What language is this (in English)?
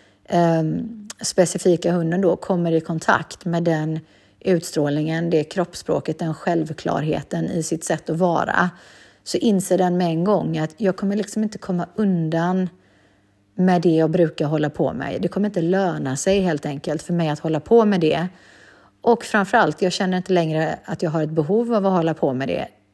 Swedish